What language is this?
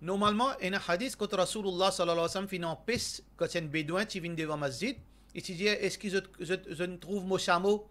Morisyen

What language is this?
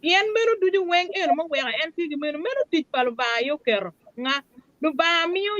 Acoli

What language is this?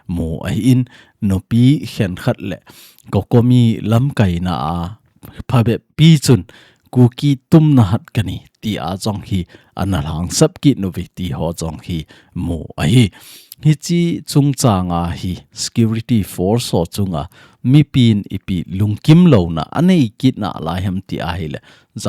Thado Chin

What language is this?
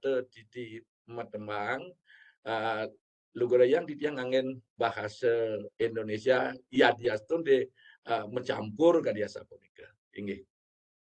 Balinese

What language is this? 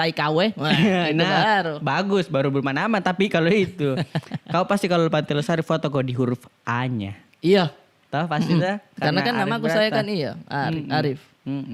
Makassar Malay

